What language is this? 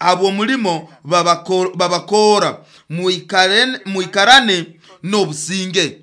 Nyoro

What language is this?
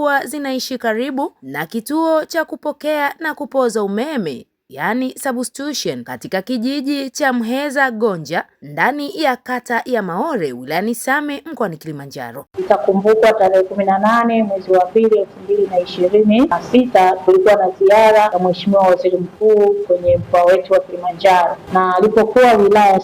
Swahili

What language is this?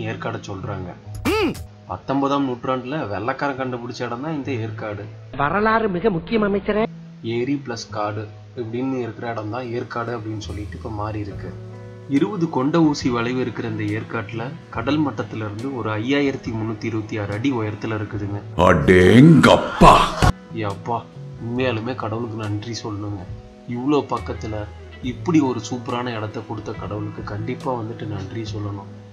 Tamil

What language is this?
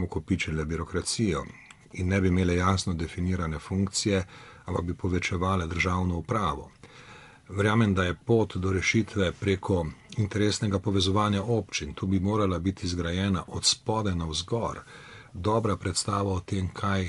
Slovenian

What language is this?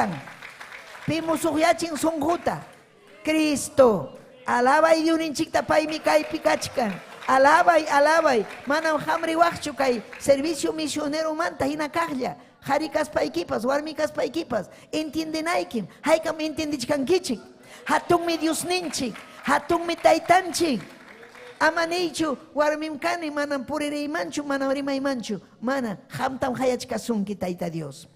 Ayacucho Quechua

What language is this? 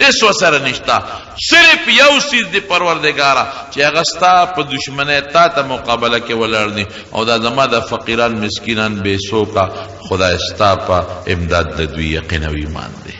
Pashto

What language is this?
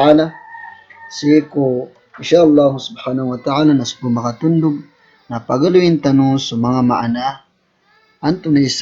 Maranao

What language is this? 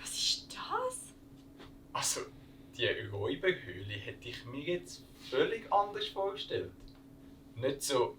Swiss German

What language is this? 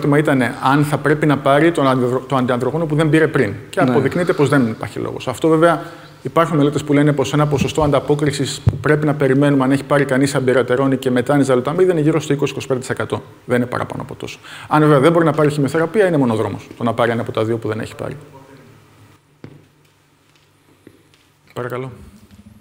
Greek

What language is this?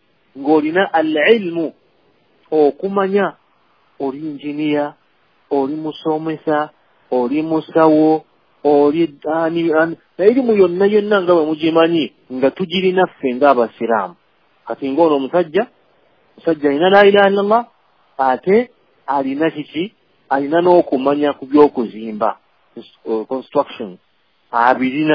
Ganda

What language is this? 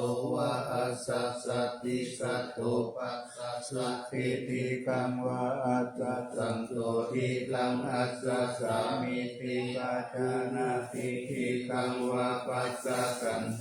Pali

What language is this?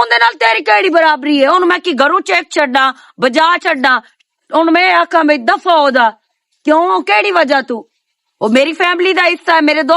Western Panjabi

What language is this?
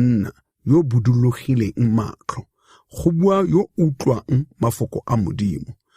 Tswana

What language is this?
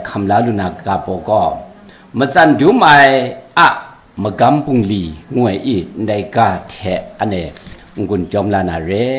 Kachin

